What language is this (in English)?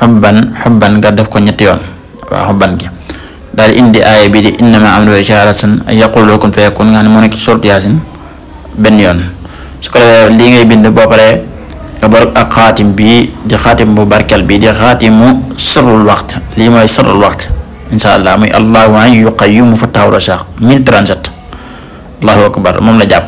Wolof